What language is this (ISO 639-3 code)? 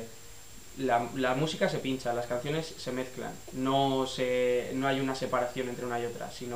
spa